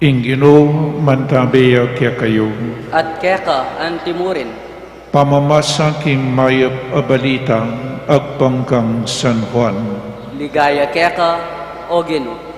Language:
Pampanga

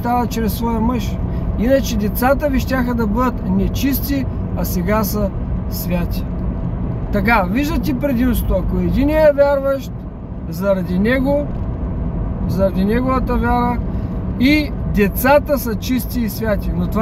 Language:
Bulgarian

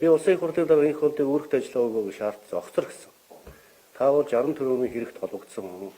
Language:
Mongolian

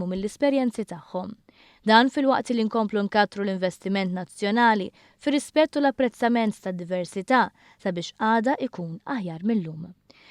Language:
Maltese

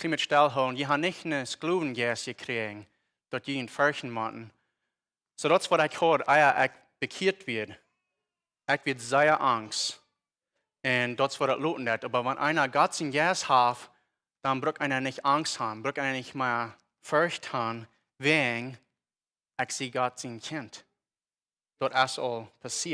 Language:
Plautdietsch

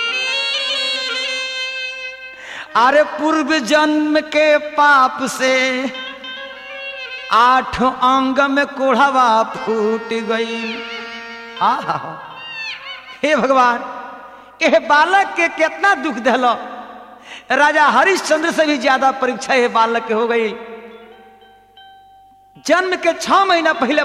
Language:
Bhojpuri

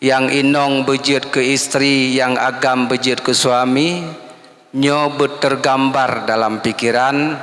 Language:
Achinese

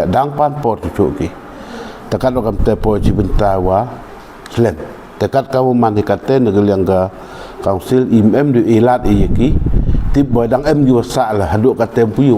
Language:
Pnar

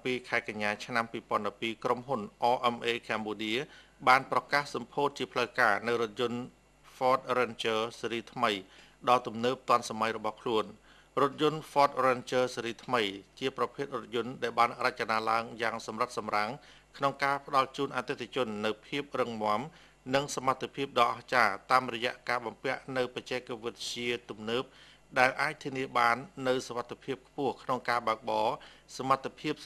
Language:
Khmer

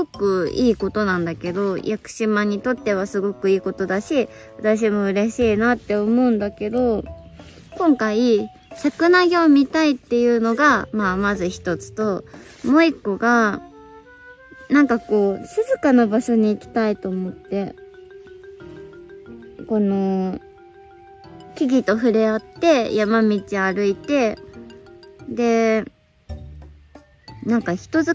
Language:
Japanese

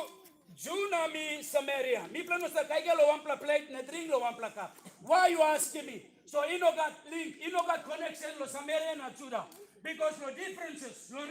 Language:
Tok Pisin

